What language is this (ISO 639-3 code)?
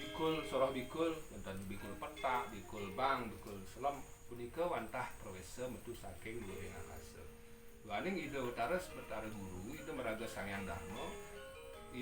ban